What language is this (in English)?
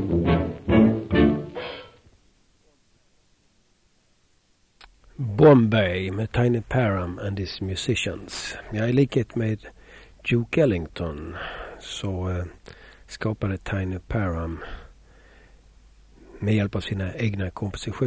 Swedish